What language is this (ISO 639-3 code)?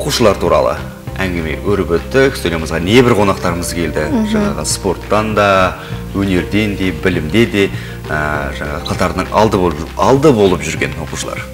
kaz